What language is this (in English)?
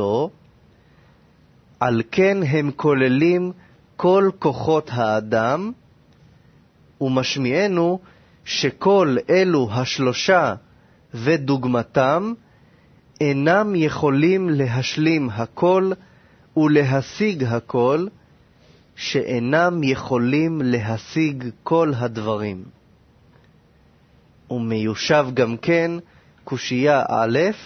Hebrew